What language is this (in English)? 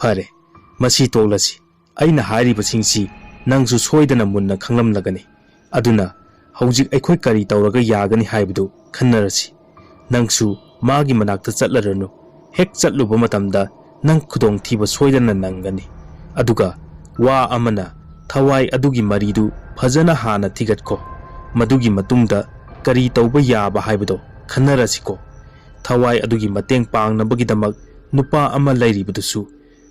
Manipuri